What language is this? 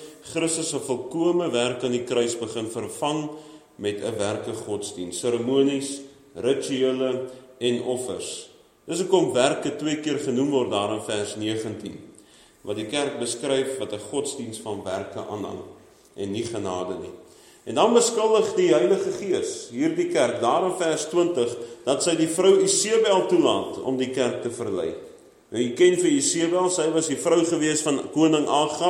Afrikaans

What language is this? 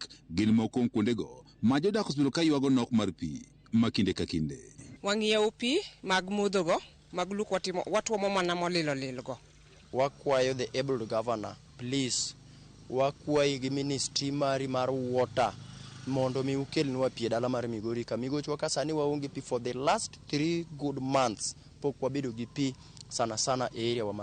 Luo (Kenya and Tanzania)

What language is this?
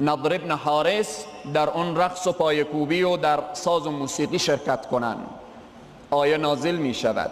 Persian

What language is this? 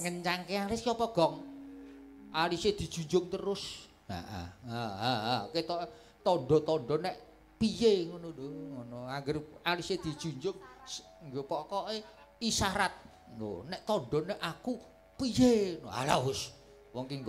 Javanese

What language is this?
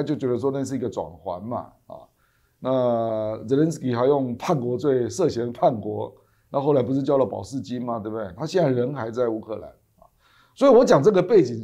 Chinese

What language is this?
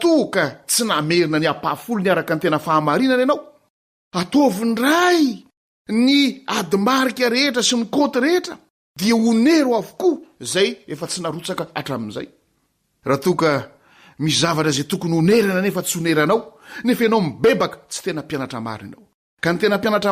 Malagasy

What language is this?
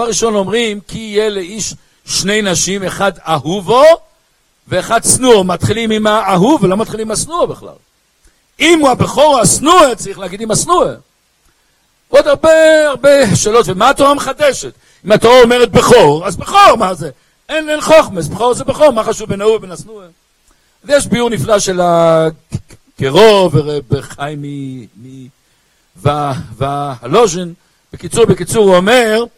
Hebrew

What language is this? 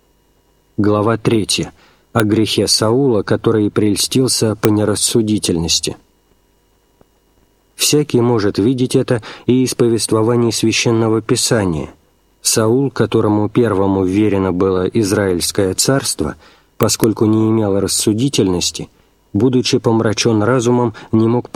Russian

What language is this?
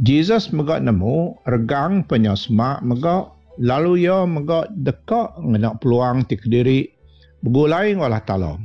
Iban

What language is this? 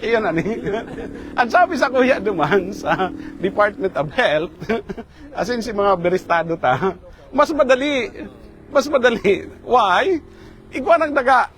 Bikol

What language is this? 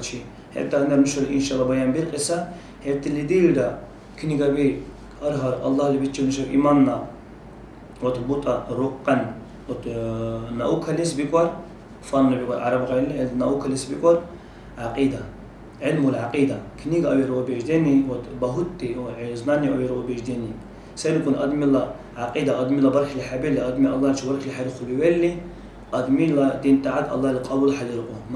Dargwa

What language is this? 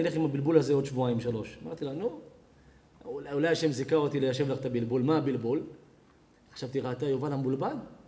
Hebrew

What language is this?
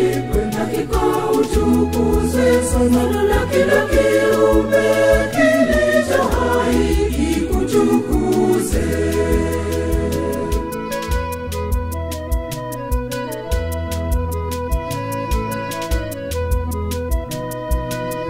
Swahili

